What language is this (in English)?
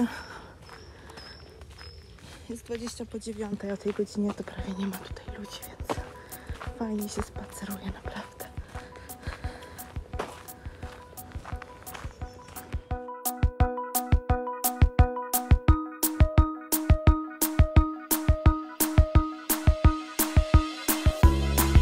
Polish